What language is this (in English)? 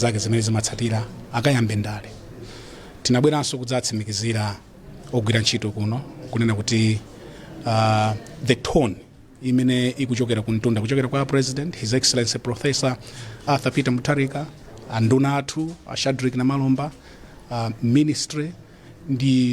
Nyanja